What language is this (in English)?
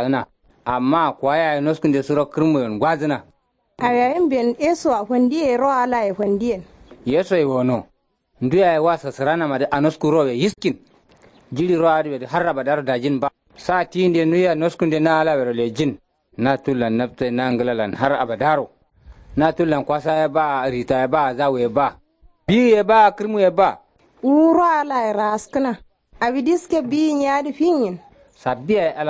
Kanuri